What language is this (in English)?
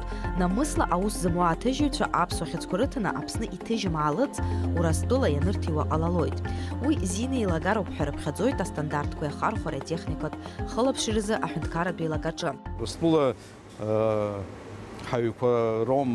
Abkhazian